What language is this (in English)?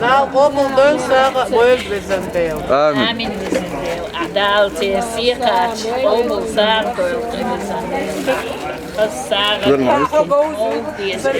Chechen